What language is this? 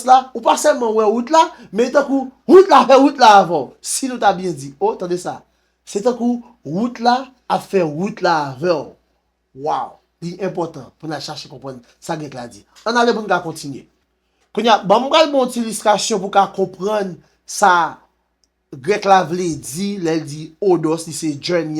Haitian Creole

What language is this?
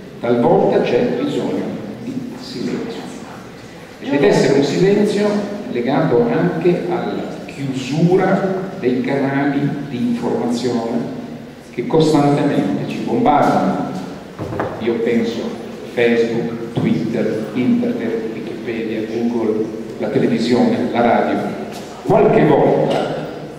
Italian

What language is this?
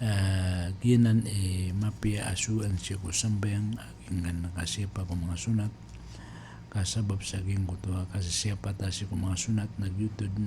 Maranao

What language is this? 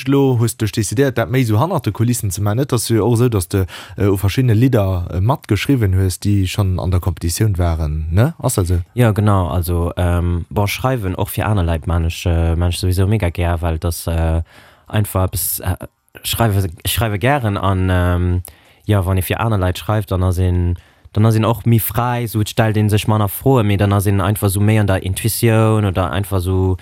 Luxembourgish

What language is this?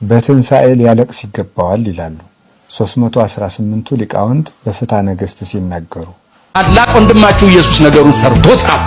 Amharic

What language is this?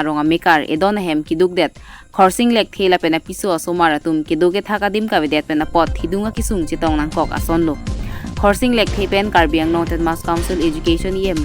Karbi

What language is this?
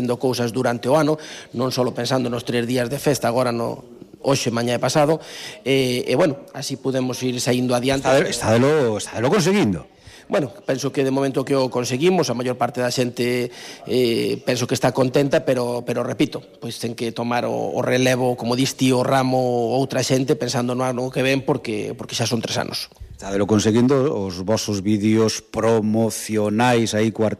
Galician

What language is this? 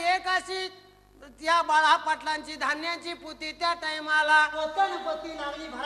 Marathi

